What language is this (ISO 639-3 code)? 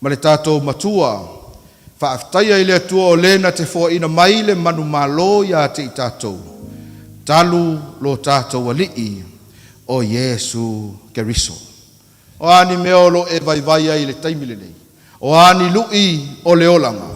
smo